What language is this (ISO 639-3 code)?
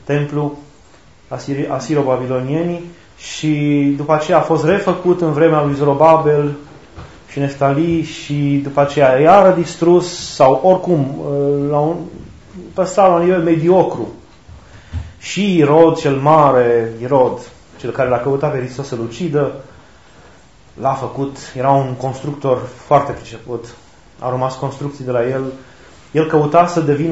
ron